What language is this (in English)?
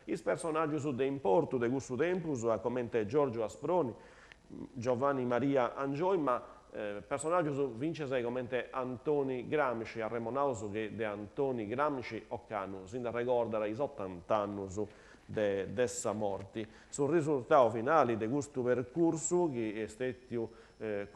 Sardinian